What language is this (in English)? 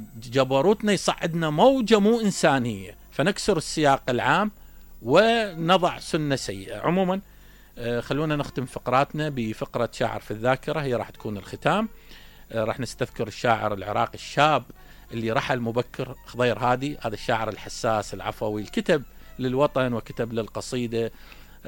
Mesopotamian Arabic